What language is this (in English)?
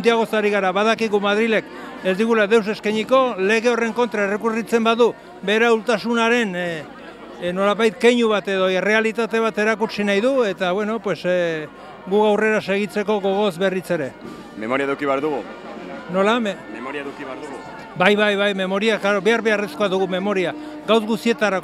Basque